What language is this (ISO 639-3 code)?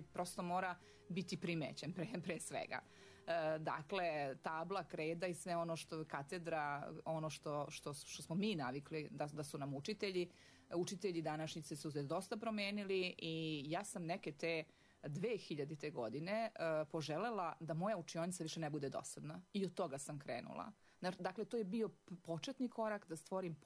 srp